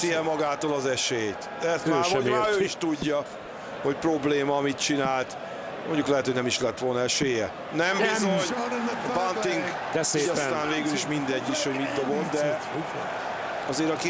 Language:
Hungarian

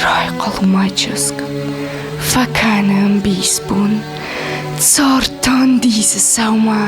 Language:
Ossetic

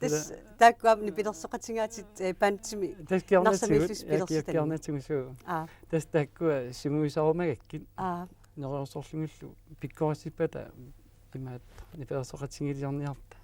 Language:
Kalaallisut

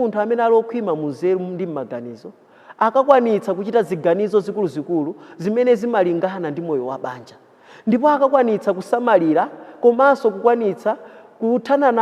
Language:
Nyanja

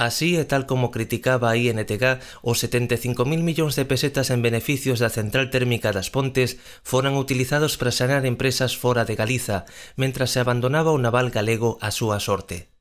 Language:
Galician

